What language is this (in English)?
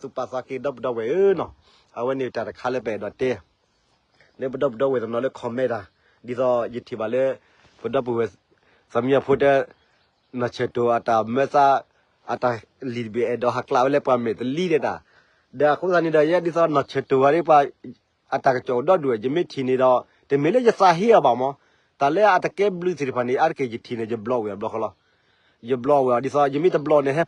S'gaw Karen